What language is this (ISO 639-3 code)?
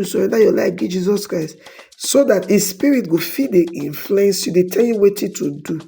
pcm